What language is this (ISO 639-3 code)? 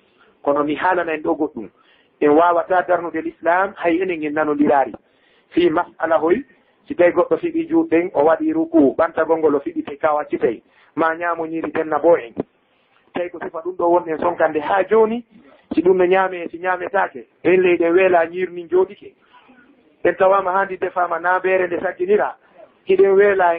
ful